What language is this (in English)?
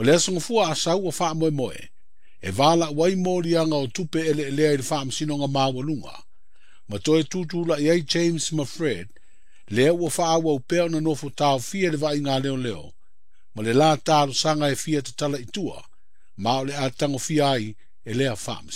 Samoan